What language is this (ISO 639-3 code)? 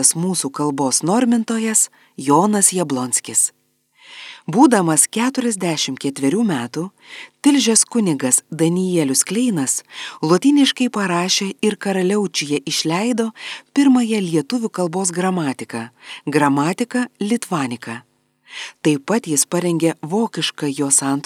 lit